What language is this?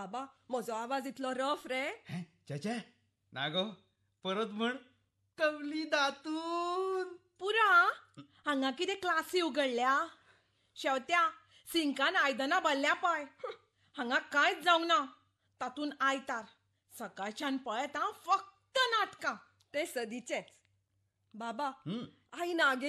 Konkani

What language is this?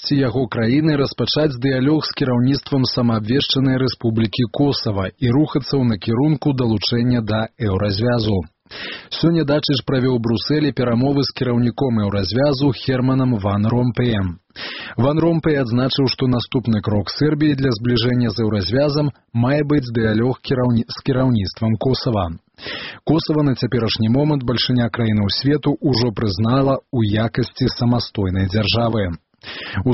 Belarusian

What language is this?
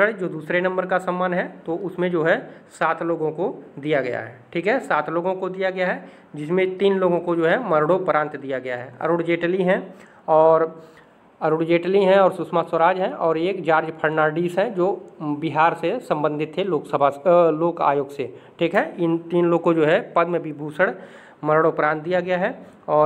Hindi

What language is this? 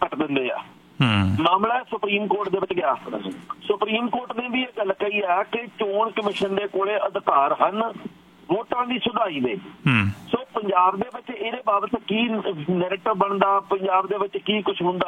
Punjabi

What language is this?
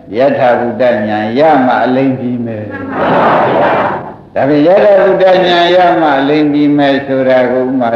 Burmese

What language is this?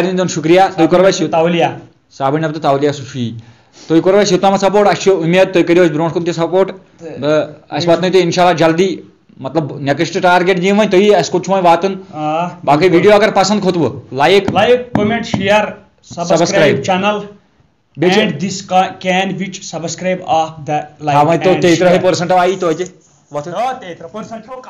Kashmiri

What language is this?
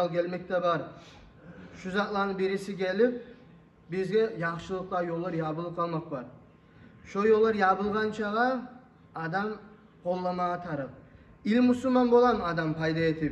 Kumyk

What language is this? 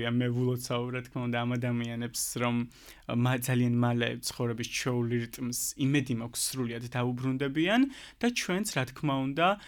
Georgian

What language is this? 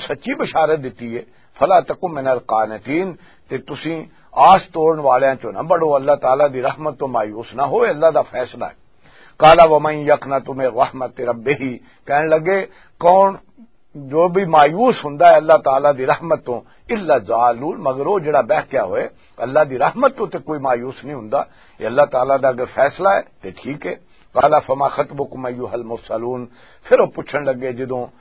Western Panjabi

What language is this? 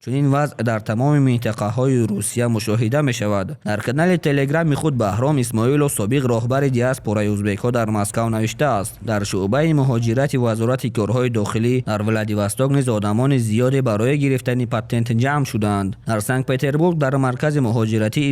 Tajik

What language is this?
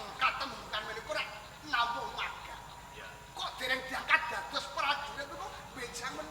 Javanese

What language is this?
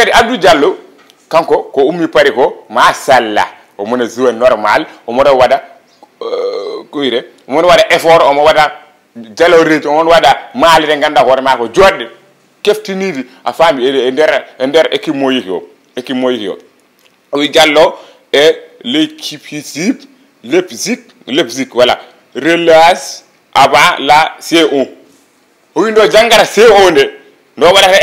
Fula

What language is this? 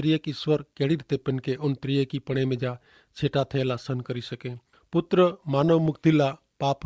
Kachhi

